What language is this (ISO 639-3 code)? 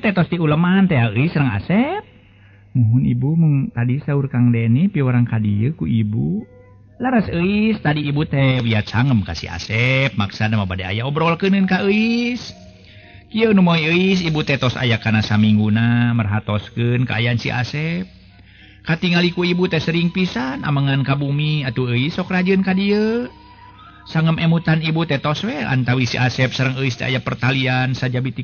sun